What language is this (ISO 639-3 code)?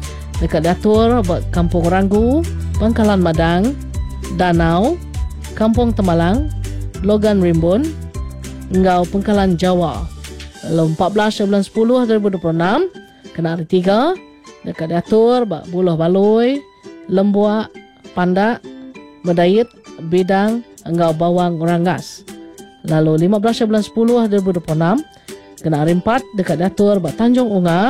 iba